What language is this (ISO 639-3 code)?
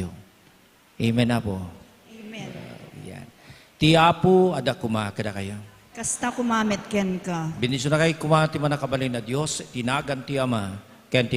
ilo